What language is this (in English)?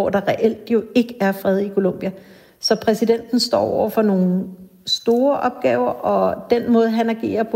Danish